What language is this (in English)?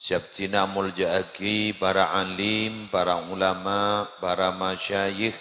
Madurese